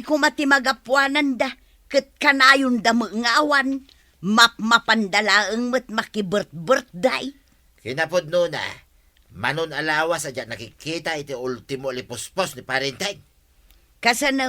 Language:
Iloko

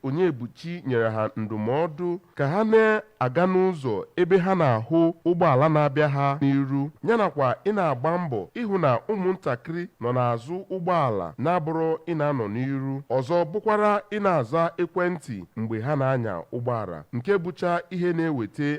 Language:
Igbo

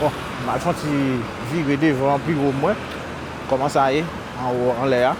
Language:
Haitian Creole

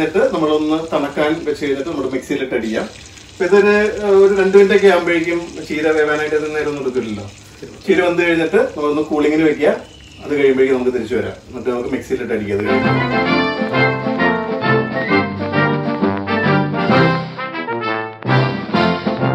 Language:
Malayalam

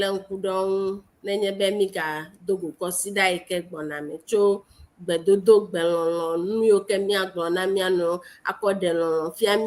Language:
Ewe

